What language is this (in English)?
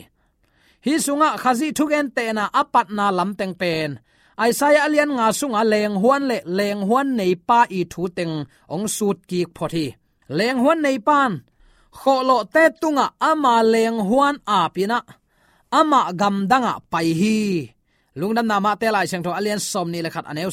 Tedim Chin